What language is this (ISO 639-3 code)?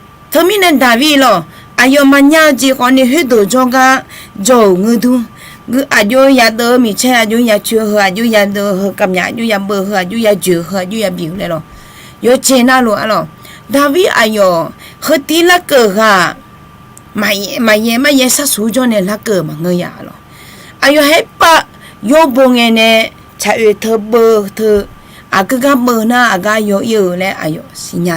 ahk